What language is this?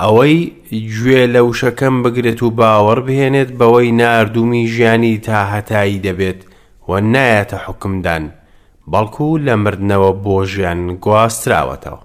Central Kurdish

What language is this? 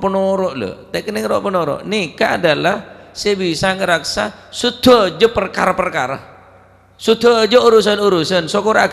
Madurese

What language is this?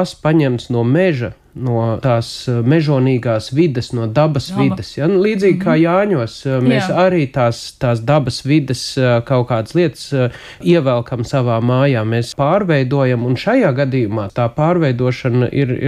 Latvian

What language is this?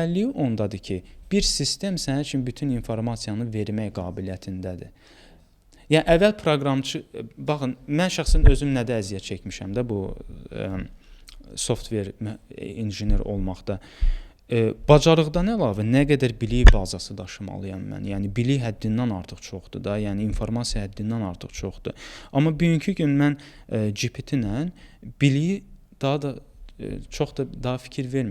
Azerbaijani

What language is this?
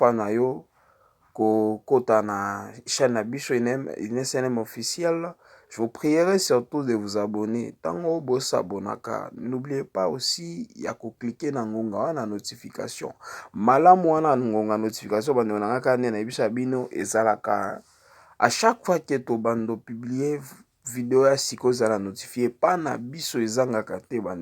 Lingala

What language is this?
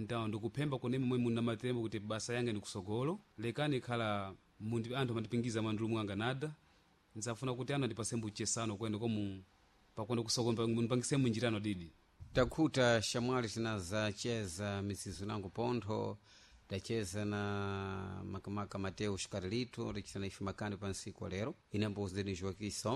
Sena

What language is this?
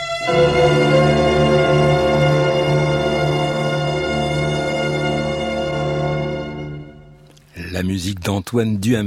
French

